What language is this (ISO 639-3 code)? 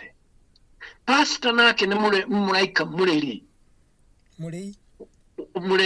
kik